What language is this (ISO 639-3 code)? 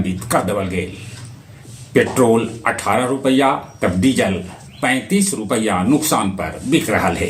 mag